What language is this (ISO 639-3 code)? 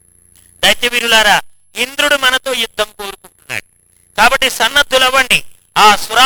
tel